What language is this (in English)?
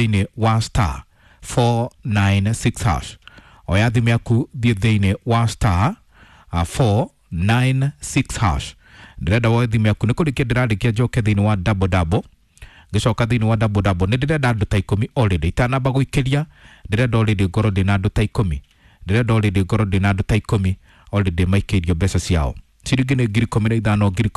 Kikuyu